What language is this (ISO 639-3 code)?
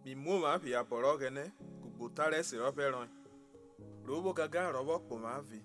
urh